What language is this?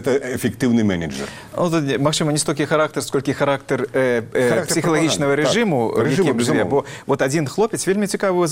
Belarusian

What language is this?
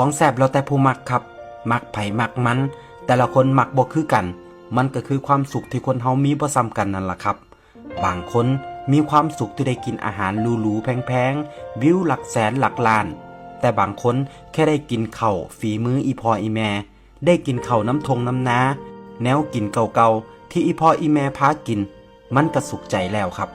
Northeastern Thai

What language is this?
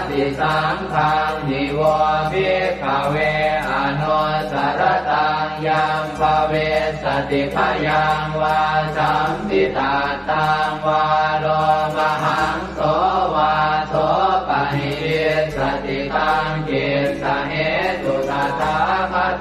Pali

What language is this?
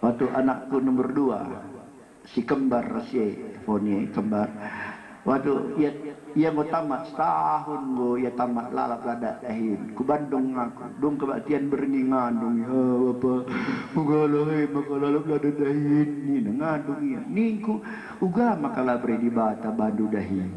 Batak Karo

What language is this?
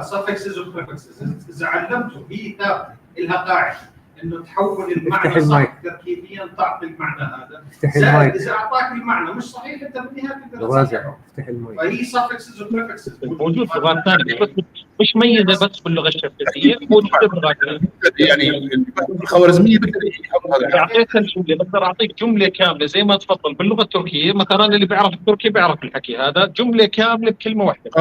North Levantine Arabic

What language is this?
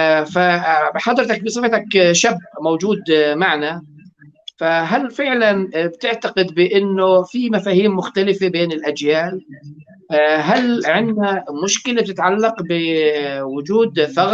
North Levantine Arabic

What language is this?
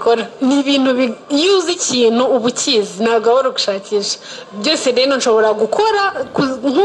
Kinyarwanda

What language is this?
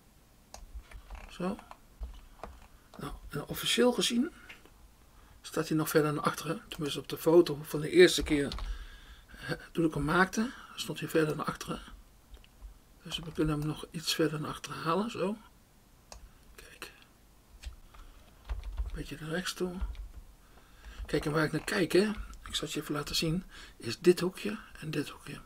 Dutch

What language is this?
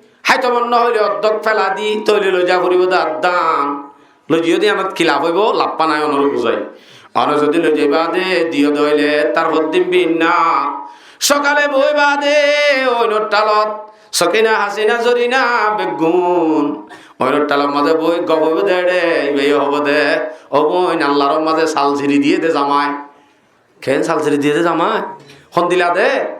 Rohingya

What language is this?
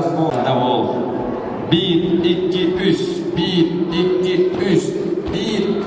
Yakut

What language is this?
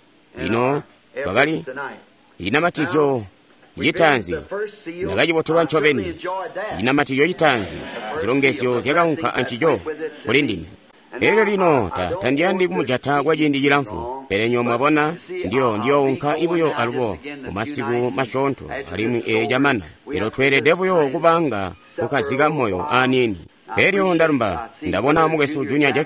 Tonga (Zambia)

